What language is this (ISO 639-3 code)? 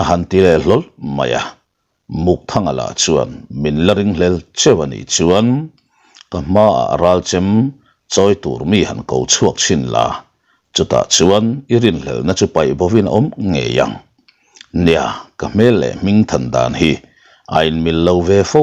lus